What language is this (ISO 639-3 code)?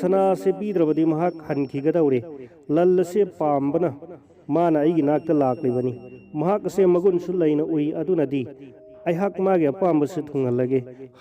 mni